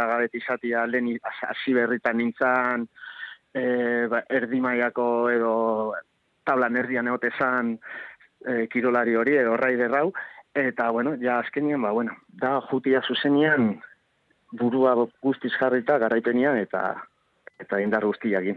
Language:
Basque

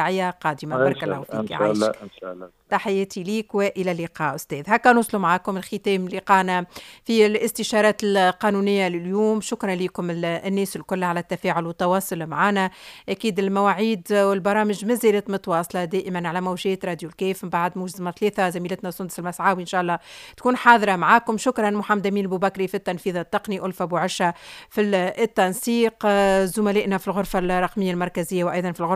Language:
Tunisian Arabic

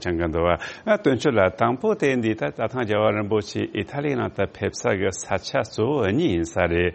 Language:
Tibetan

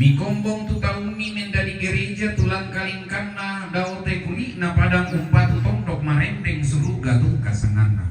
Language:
Toraja-Sa'dan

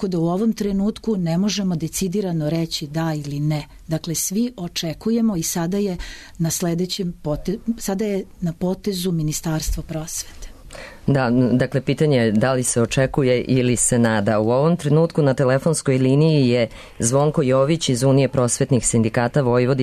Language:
Serbian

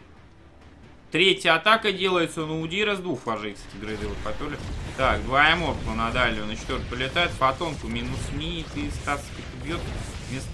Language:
Russian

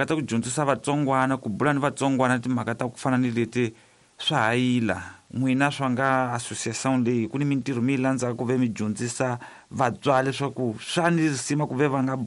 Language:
Tsonga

